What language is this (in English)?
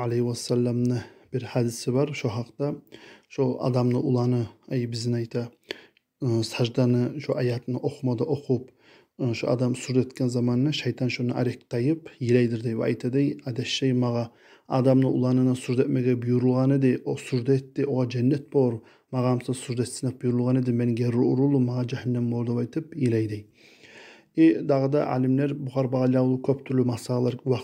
Kumyk